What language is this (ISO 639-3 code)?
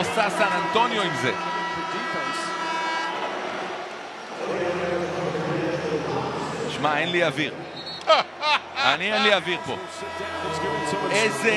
heb